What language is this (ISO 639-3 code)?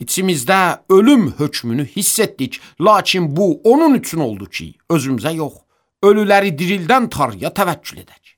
aze